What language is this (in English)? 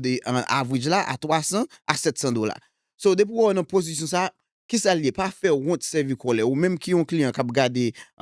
Haitian Creole